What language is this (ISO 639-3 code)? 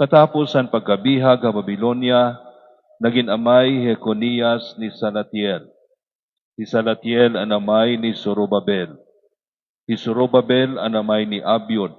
war